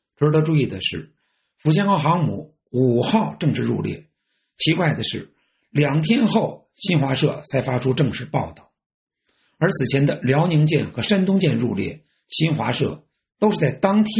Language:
Chinese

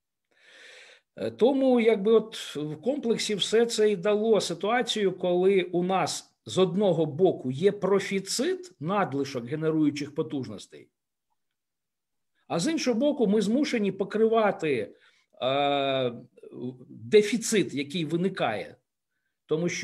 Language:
Ukrainian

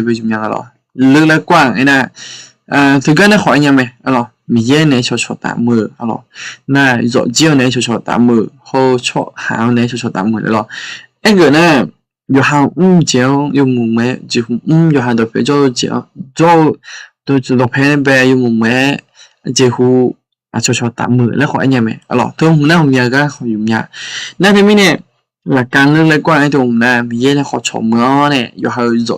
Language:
Akha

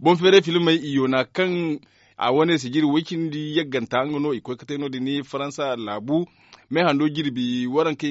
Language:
Zarma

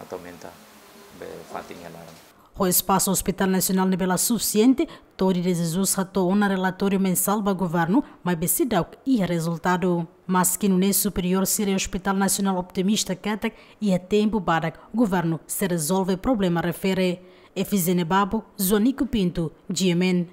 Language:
Tetum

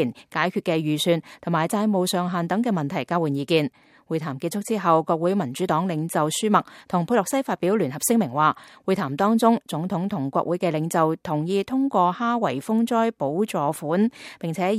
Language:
Cantonese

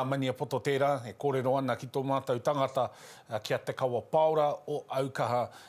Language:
Māori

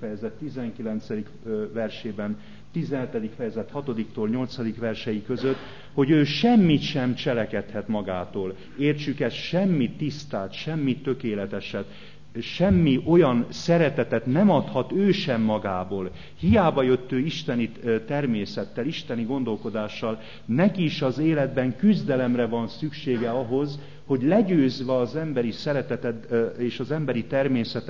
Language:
Hungarian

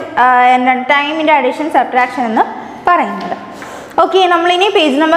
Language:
Malayalam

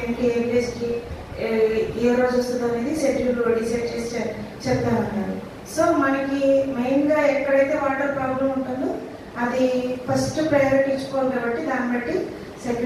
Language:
Telugu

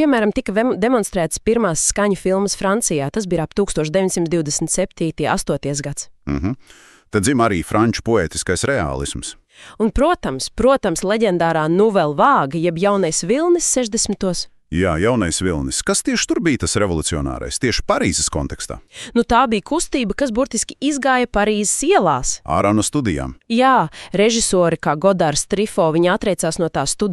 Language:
Latvian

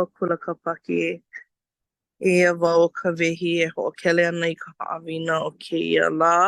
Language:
Hawaiian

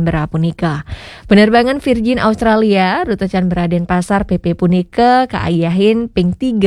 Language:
Balinese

